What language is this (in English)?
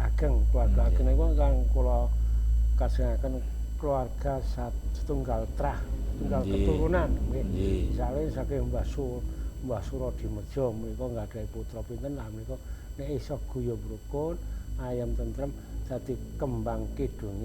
Javanese